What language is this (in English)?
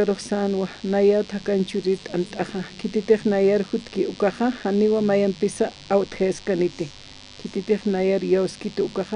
Aymara